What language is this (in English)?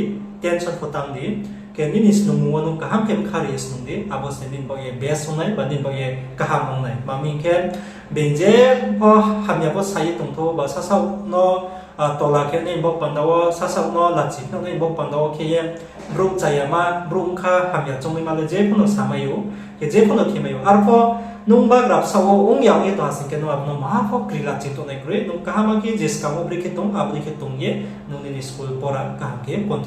Riang (India)